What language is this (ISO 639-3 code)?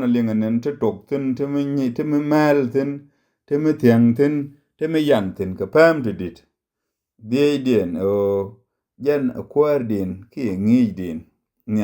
nus